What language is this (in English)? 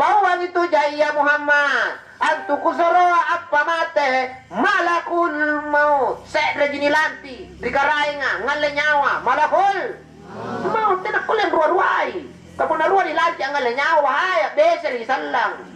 Makasar